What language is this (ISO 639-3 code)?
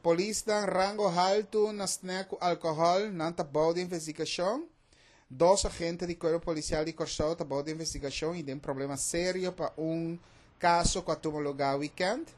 pap